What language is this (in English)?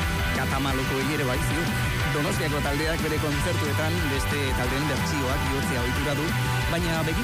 Basque